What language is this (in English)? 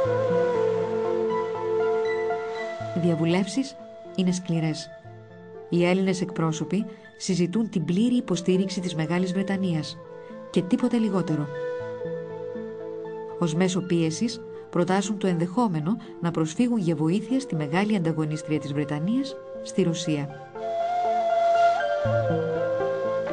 Greek